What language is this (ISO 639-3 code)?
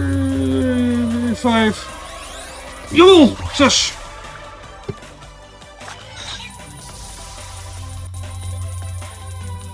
nld